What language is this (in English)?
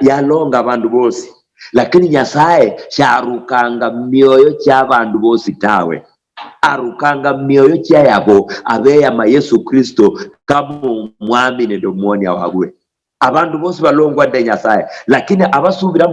Luyia